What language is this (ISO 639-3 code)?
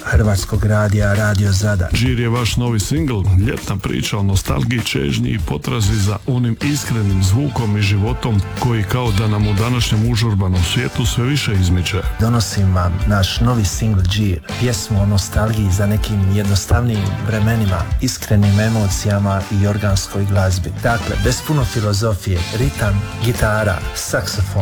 hrv